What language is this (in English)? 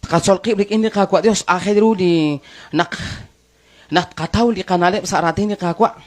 Kekchí